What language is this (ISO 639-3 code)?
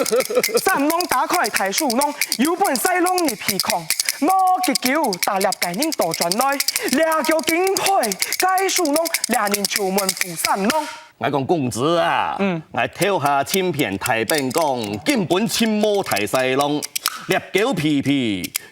hak